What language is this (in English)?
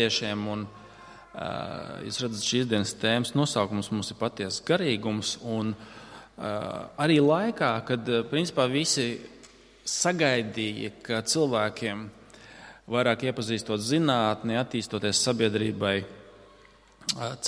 Latvian